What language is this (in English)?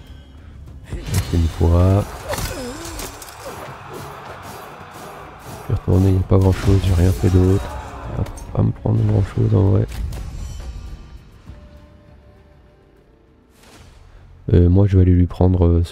French